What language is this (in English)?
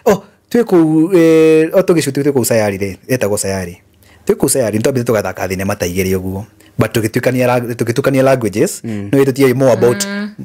Kikuyu